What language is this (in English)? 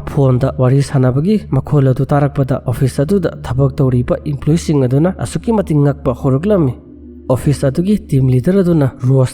Manipuri